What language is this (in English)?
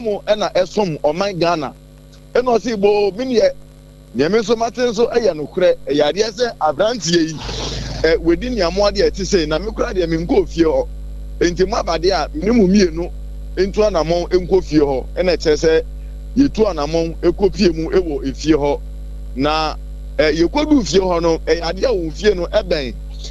Akan